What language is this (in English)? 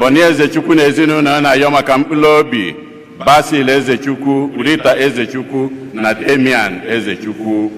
Igbo